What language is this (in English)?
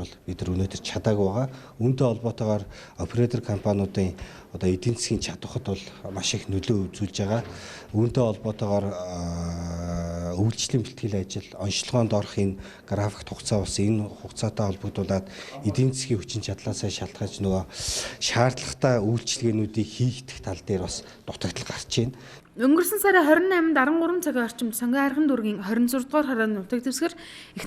Mongolian